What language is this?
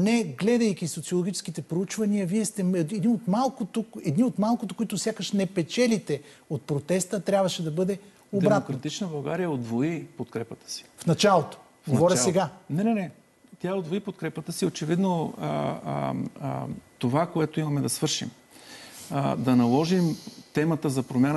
Bulgarian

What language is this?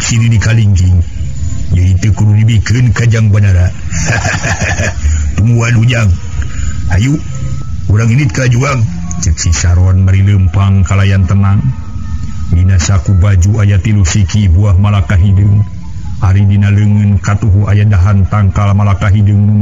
Sundanese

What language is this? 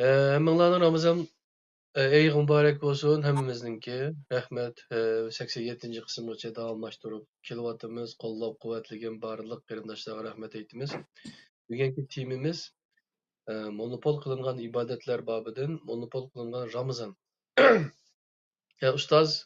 Uyghur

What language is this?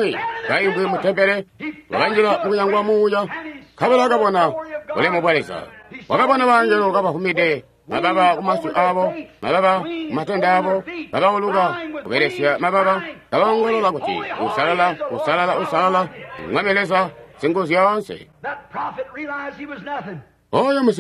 Tonga (Zambia)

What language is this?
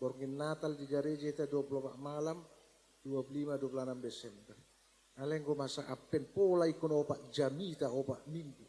Batak Toba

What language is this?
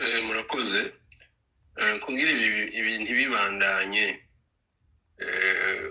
Rundi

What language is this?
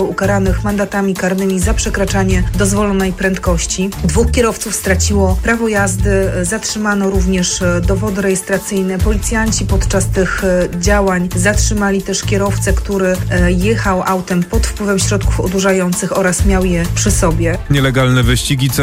Polish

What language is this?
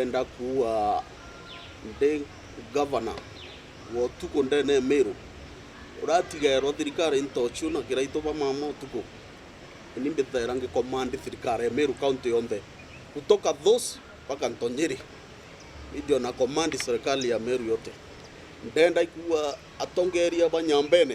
Meru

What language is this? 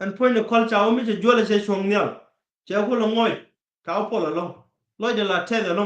Nuer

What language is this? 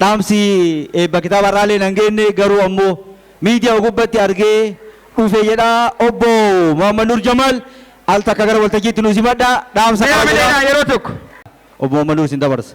Oromo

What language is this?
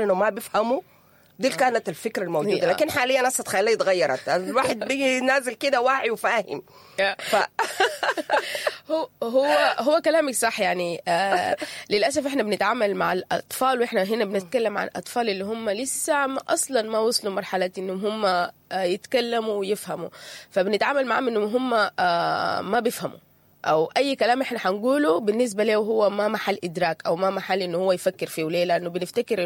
Sudanese Arabic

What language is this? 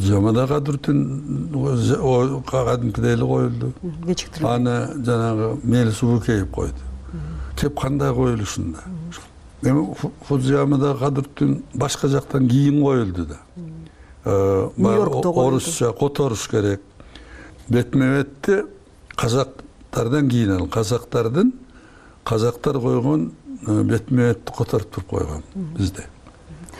Kyrgyz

